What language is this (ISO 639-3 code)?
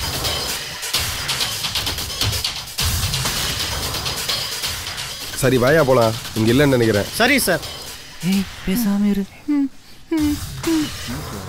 tam